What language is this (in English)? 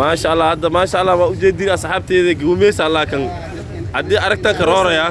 Somali